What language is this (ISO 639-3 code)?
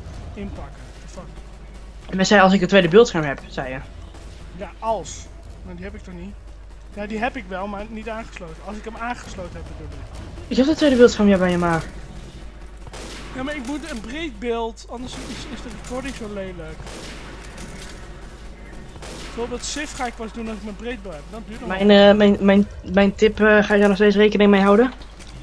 nld